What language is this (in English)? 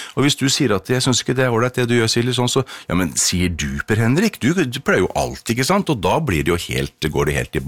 Norwegian